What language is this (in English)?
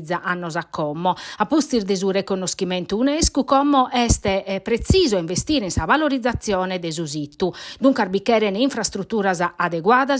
Sardinian